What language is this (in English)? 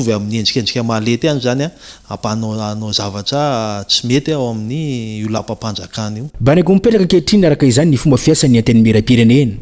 Malagasy